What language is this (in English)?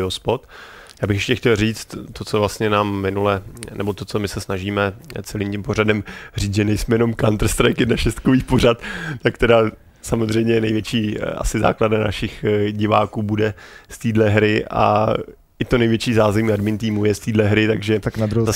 Czech